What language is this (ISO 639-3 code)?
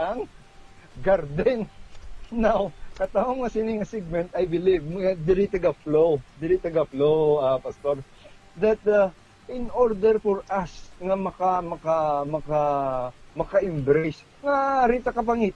hil